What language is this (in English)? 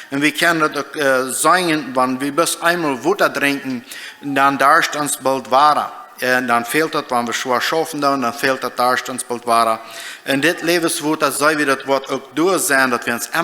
Plautdietsch